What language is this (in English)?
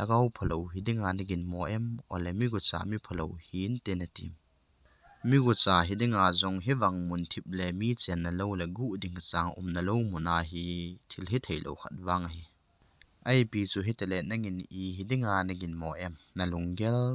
Thado Chin